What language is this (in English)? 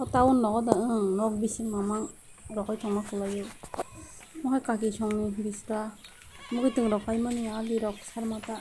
Kok Borok